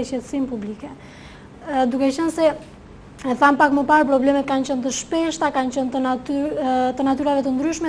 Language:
Albanian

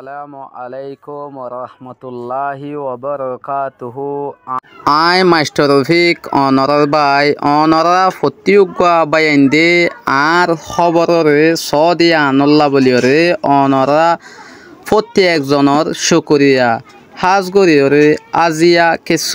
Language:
Rohingya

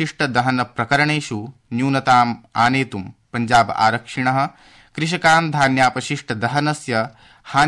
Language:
Sanskrit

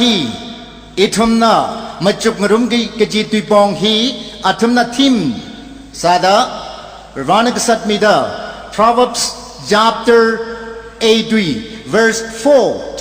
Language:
Tangkhul Naga (India)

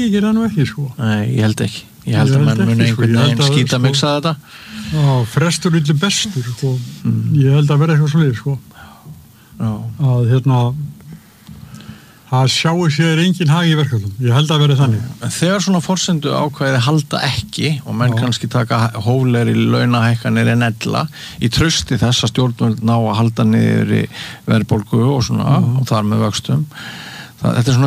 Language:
Icelandic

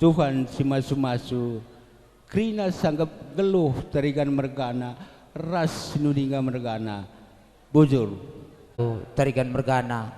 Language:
Batak Karo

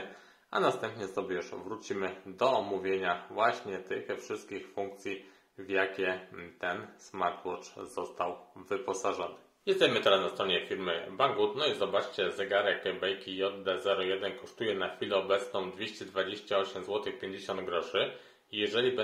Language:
Polish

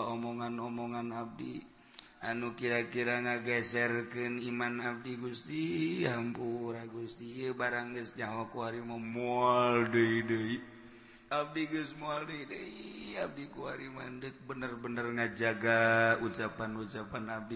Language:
Sundanese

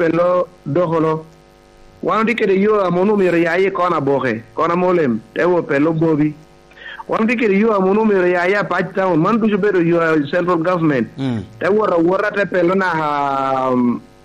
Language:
Lango (Uganda)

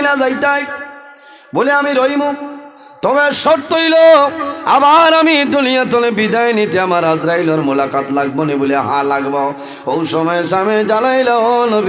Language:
Sylheti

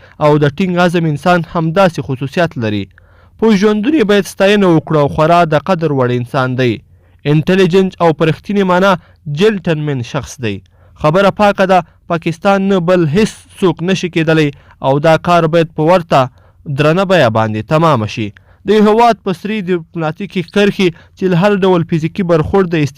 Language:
Pashto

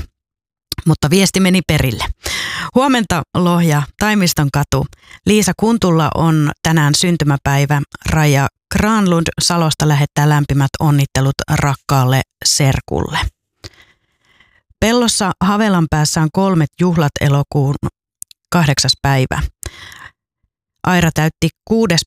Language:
Finnish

